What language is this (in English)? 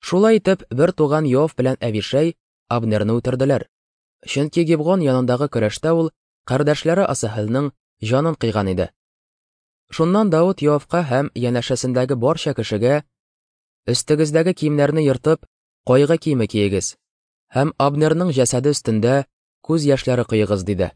Tatar